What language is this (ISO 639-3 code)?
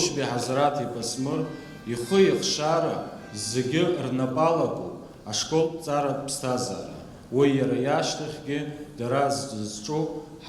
abk